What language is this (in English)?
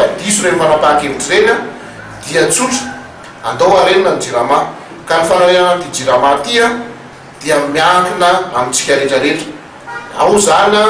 Malagasy